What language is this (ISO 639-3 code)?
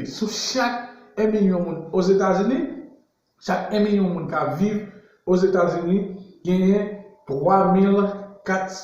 hat